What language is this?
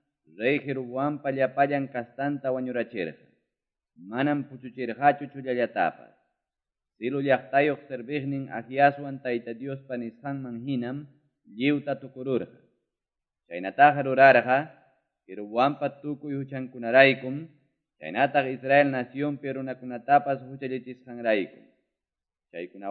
Quechua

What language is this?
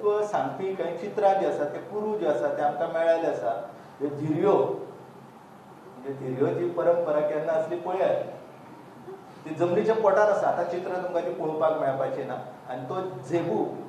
Konkani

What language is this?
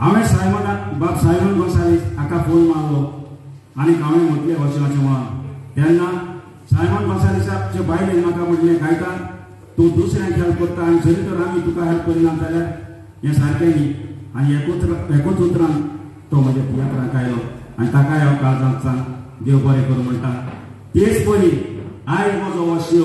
Konkani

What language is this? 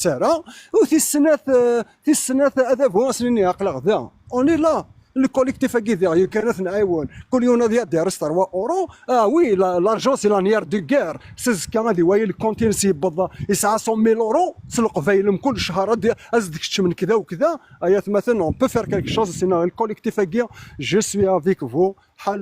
Kabyle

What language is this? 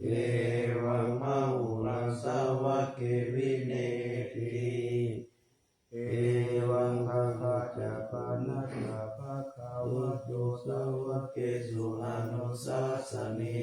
Pali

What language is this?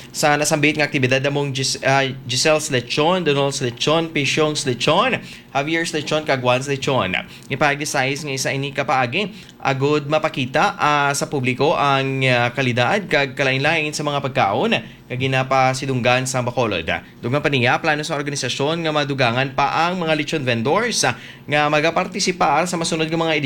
Hiligaynon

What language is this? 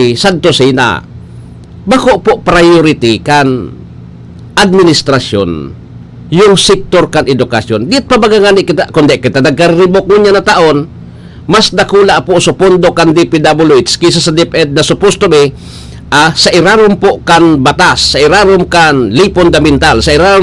Bikol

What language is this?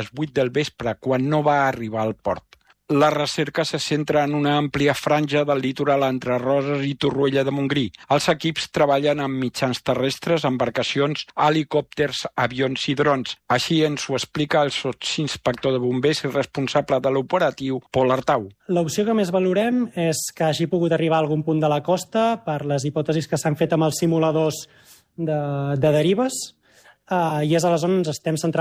Catalan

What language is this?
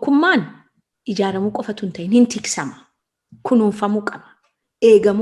Oromo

